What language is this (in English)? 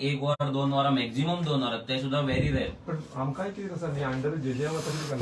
Konkani